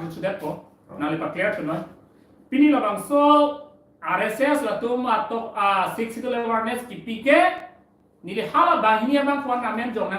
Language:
Karbi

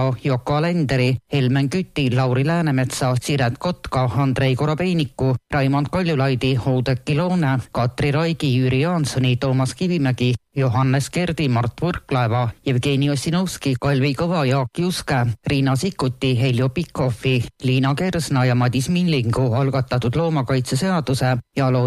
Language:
Estonian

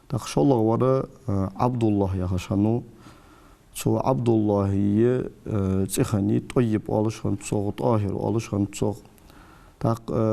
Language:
Ingush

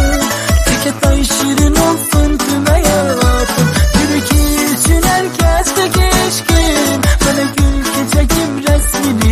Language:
Turkish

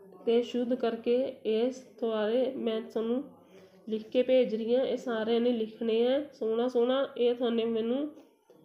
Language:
Punjabi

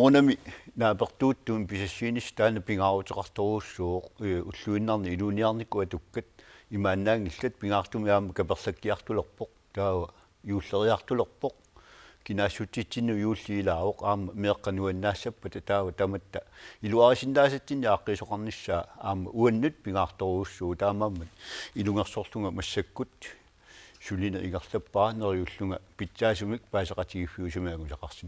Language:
Kalaallisut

